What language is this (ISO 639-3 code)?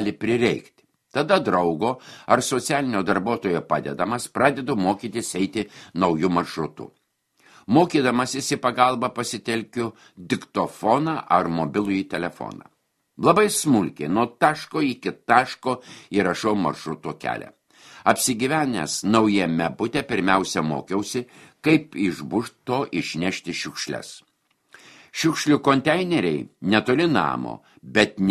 lit